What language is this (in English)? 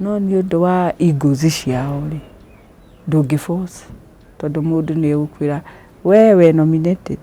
Kikuyu